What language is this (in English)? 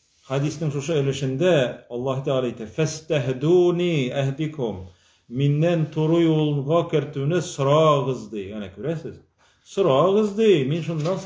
Tatar